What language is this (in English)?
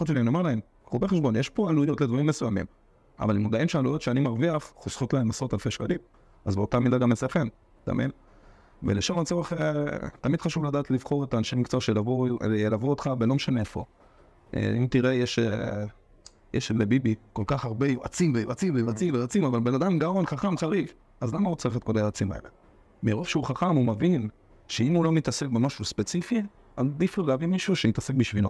Hebrew